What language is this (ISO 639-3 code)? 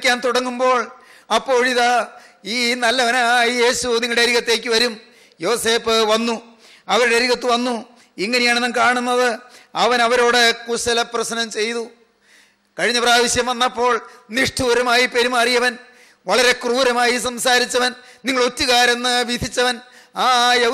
mal